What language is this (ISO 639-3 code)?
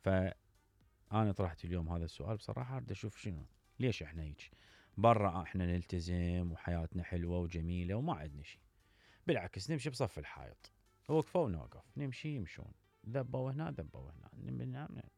acm